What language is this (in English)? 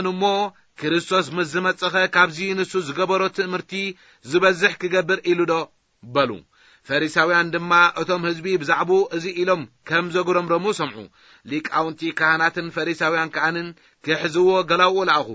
Tigrinya